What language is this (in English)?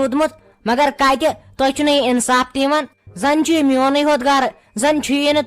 Kashmiri